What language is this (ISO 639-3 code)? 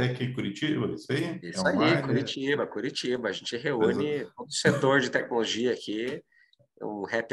por